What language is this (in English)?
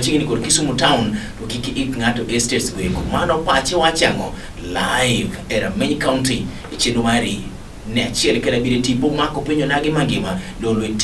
Luo (Kenya and Tanzania)